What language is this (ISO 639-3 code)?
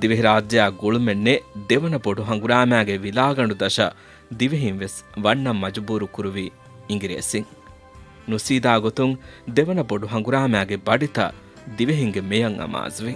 div